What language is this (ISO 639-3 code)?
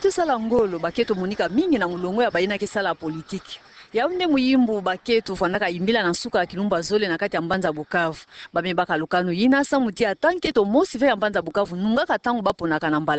ktu